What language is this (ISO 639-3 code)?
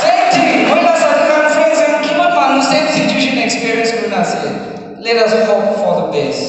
nag